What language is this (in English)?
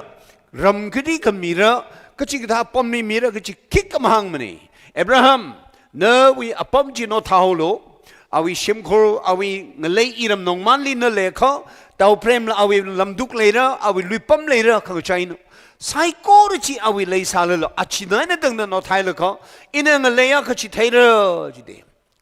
Tangkhul Naga (India)